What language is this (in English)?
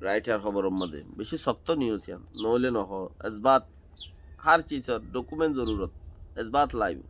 Rohingya